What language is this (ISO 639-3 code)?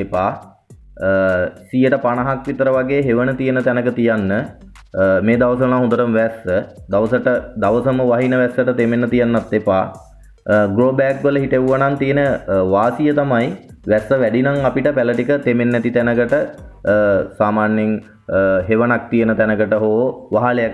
sin